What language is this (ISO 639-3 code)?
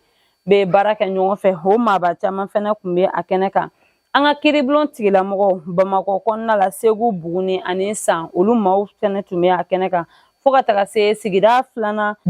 bam